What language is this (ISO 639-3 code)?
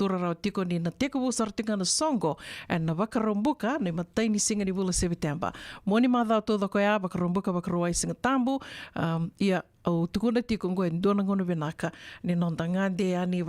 fij